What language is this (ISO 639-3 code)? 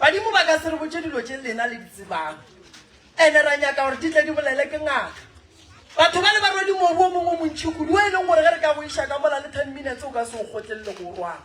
nso